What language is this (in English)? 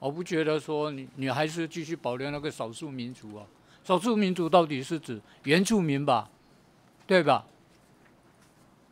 Chinese